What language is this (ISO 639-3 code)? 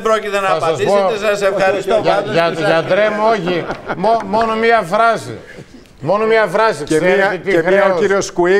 ell